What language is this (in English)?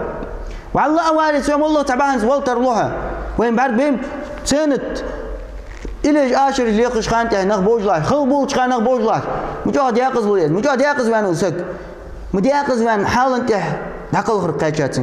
Ingush